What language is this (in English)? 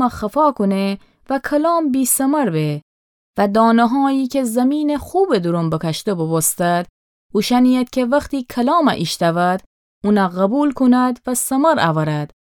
Gilaki